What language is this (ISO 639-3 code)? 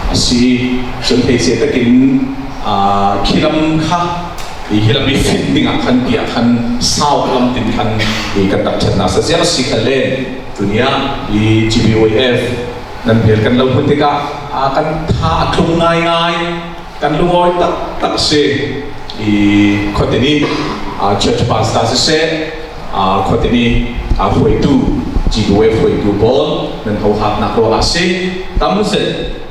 cfm